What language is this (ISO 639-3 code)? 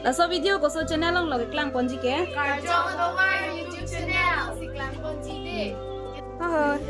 mjw